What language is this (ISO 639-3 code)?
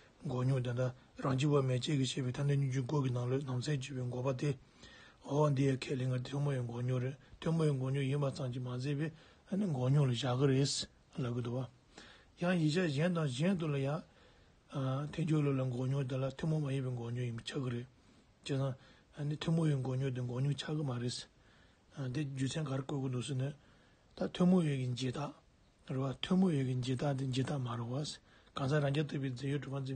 bod